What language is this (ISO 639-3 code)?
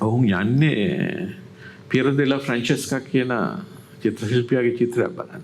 sin